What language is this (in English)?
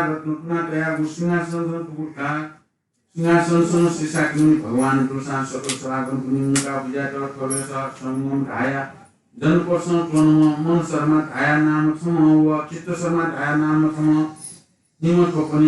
Newari